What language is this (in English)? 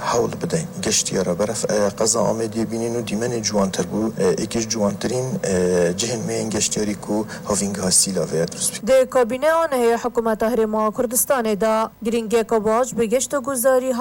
Kurdish